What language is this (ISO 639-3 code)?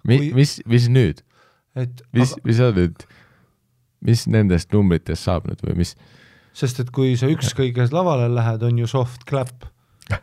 est